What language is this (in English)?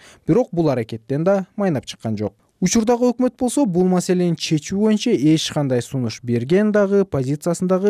Kyrgyz